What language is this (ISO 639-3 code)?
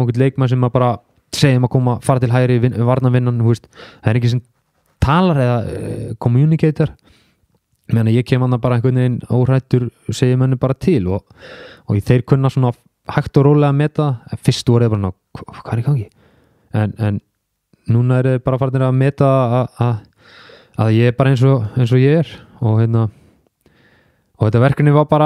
isl